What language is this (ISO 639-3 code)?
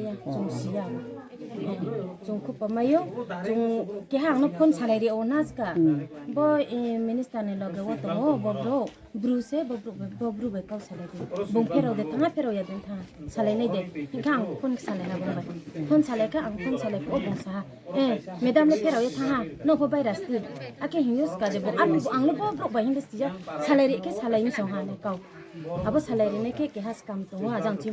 ria